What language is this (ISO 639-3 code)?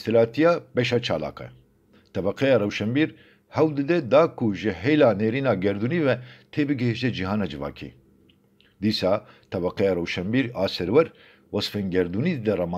kur